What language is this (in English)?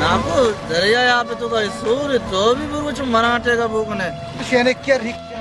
Baluchi